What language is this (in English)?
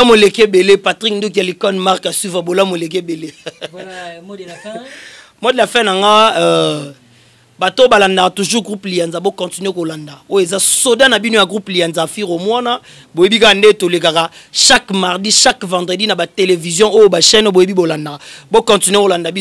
Lingala